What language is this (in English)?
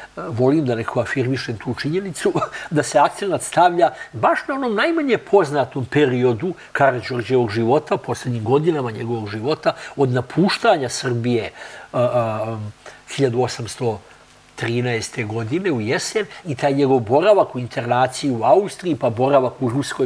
Serbian